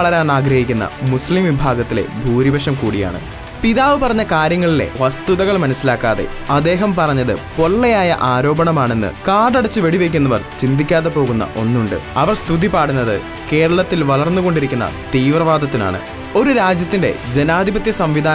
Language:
Malayalam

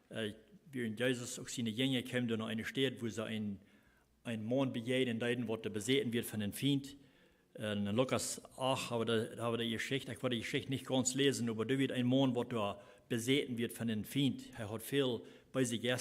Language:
Plautdietsch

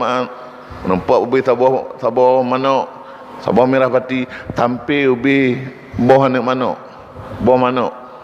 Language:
Achinese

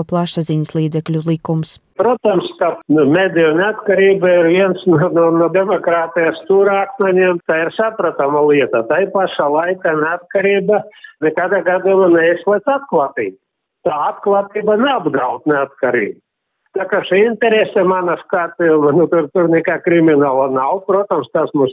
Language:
Latvian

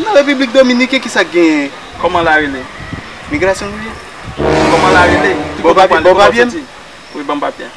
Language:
Haitian Creole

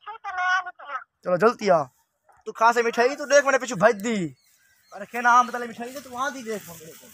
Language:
Saraiki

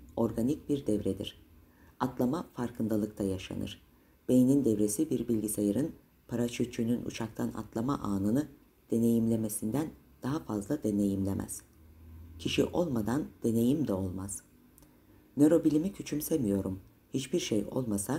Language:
Turkish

